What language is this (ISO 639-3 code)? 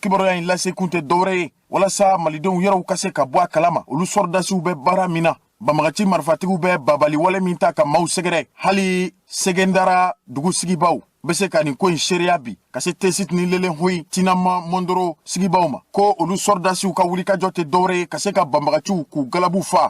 bam